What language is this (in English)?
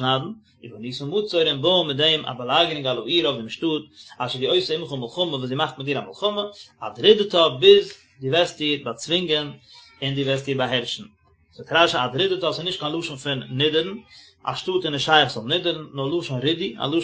Yiddish